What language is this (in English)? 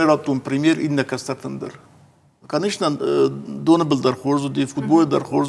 Ossetic